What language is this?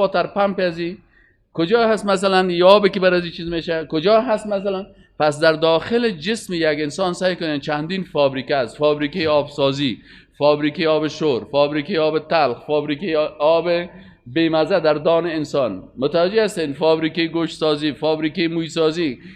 Persian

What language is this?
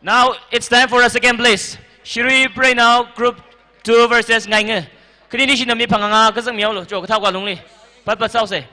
Tangkhul Naga (India)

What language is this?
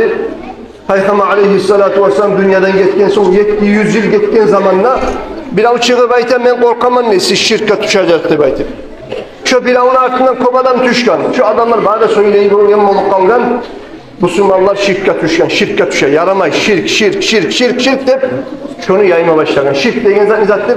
Kumyk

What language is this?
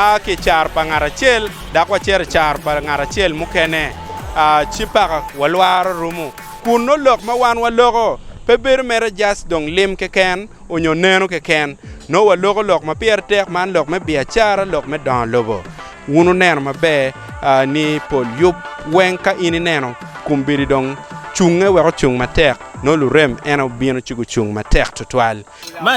Acoli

